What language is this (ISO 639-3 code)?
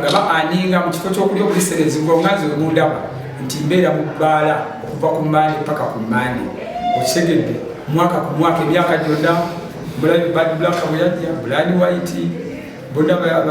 lug